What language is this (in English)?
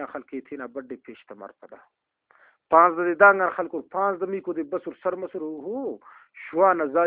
Brahui